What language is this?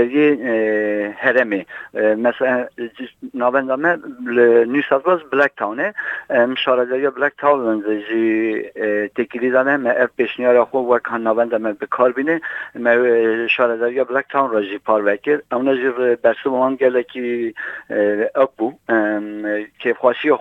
Kurdish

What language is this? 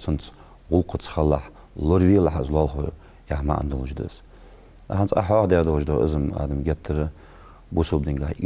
Ingush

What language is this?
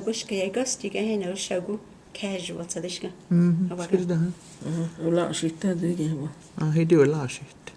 Cherokee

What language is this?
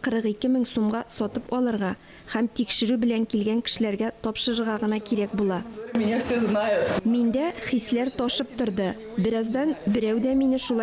Tatar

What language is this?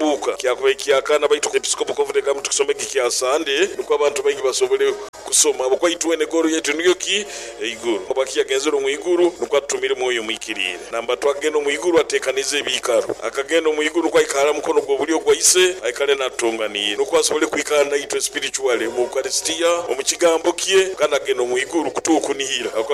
Nyoro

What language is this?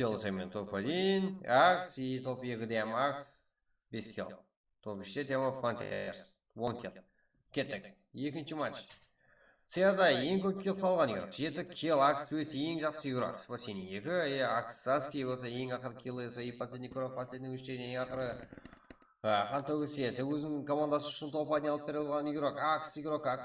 Kara-Kalpak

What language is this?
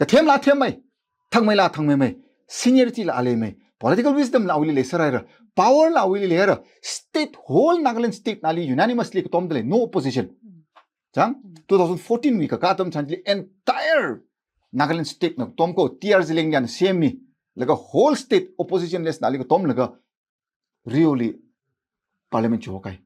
Tangkhul Naga (India)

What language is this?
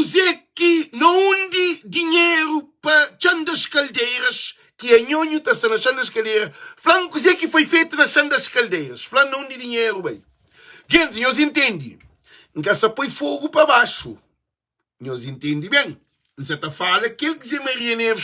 Kabuverdianu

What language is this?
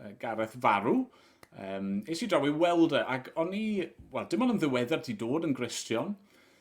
Welsh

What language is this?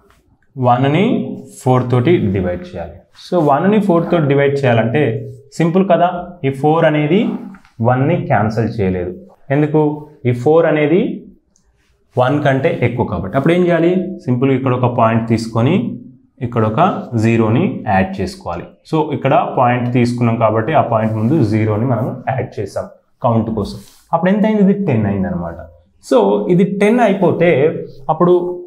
Telugu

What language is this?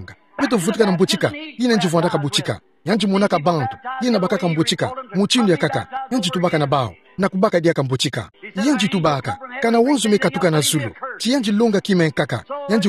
Kituba (Democratic Republic of Congo)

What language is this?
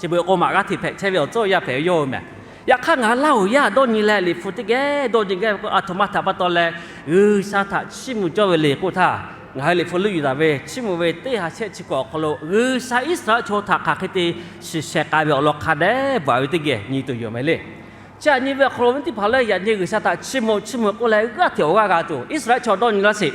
Lahu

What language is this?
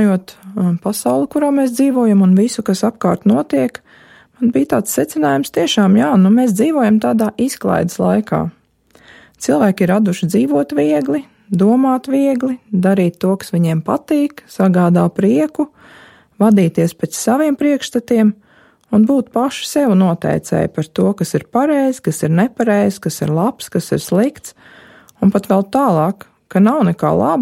Latvian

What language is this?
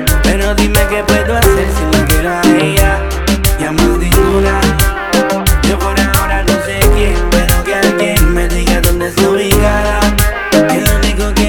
Spanish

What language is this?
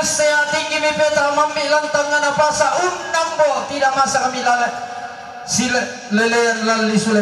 Toraja-Sa'dan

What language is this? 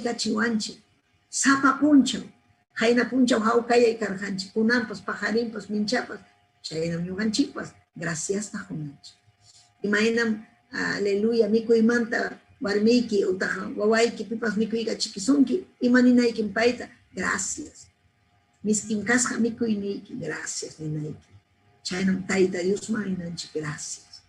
Ayacucho Quechua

